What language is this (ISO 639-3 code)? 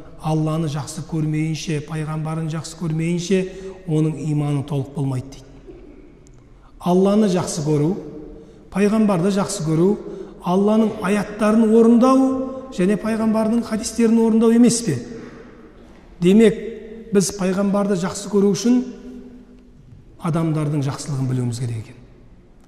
kaz